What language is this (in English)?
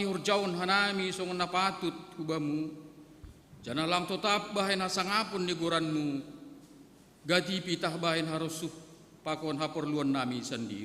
Batak Simalungun